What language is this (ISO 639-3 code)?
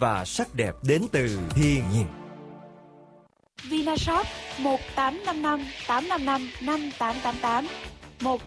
vie